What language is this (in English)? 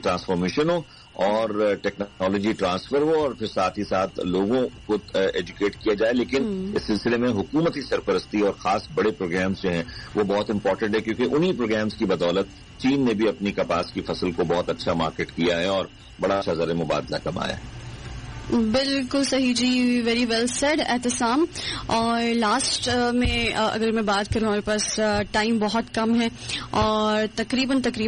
Urdu